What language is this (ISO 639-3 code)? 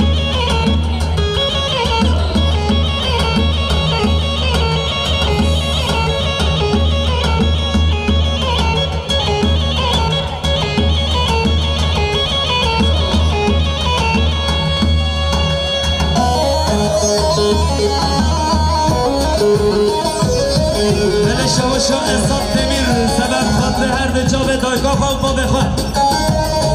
fas